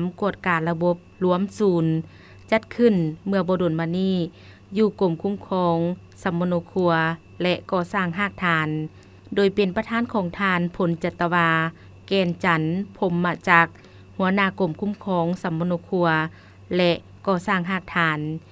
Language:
Lao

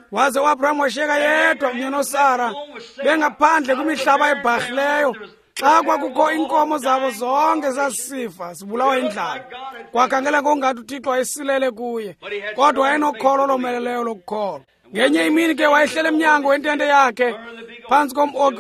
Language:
Xhosa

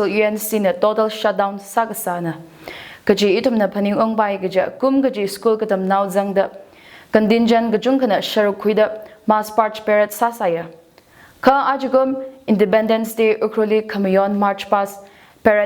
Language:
Tangkhul Naga (India)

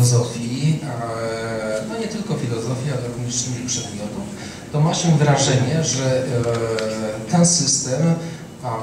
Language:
Polish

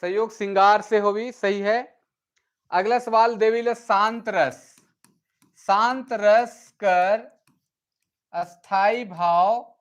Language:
Sadri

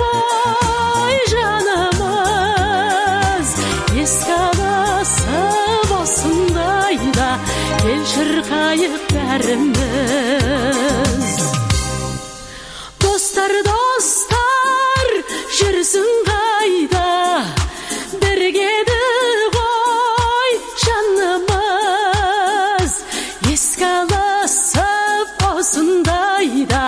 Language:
Kazakh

